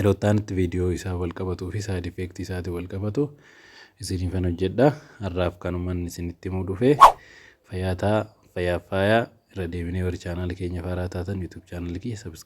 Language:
Oromo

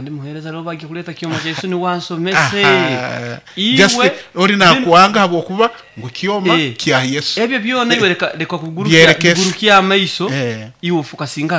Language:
Nyoro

